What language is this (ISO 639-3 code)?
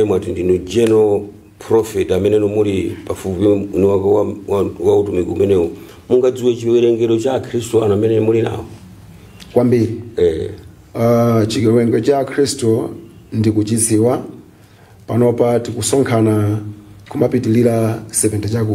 nya